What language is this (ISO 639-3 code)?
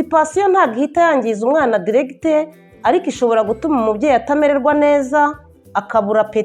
kin